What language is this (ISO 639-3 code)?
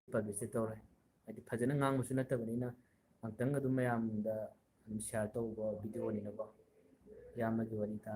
mni